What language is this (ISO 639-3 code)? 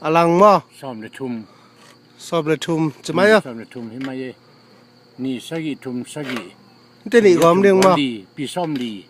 ctd